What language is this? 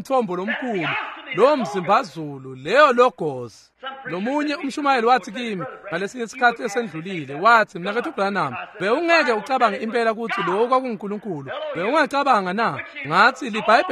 Swati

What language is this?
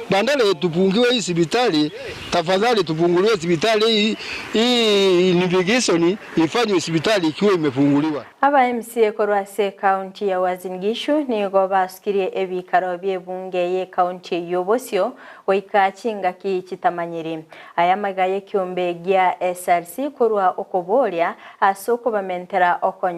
Gusii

